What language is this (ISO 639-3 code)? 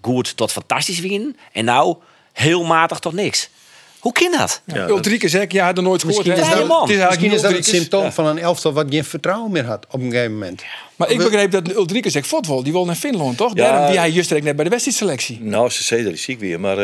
fry